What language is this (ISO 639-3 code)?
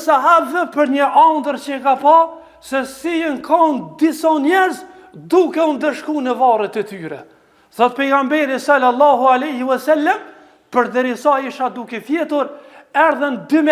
sqi